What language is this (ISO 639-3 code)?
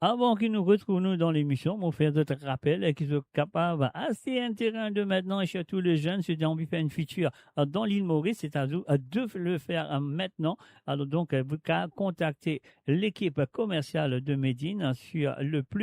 mfe